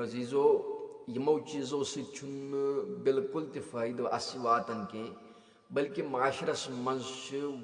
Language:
Kashmiri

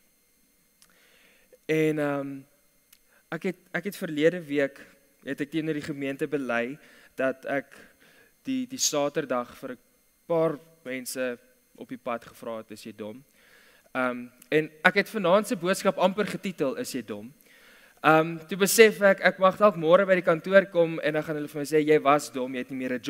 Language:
Afrikaans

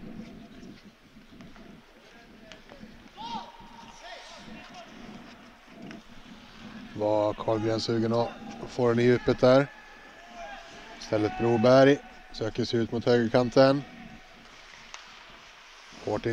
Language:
Swedish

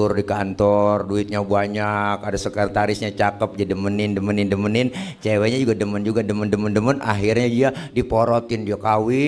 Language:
Betawi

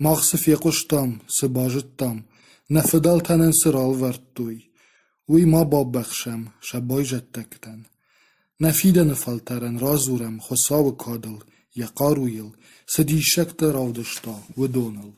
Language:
Ossetic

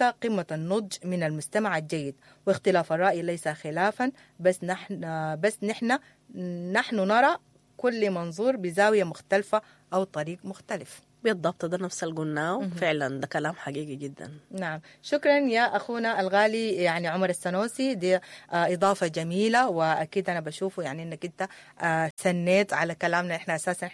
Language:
Sudanese Arabic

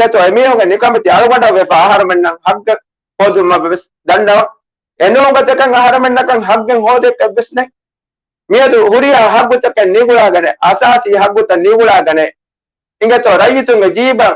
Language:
Divehi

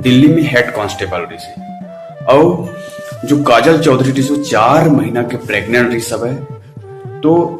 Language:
Chhattisgarhi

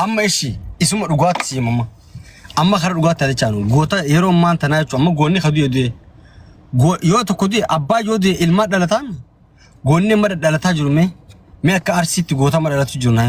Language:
Oromo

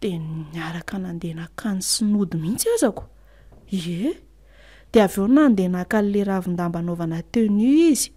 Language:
Malagasy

